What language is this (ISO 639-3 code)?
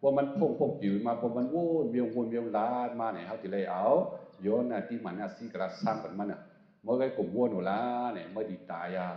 shn